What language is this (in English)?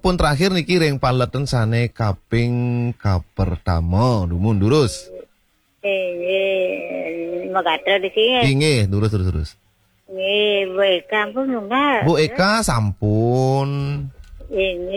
Balinese